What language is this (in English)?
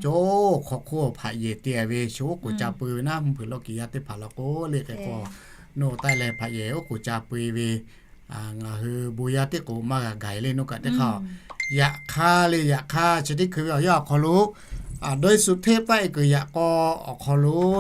Lahu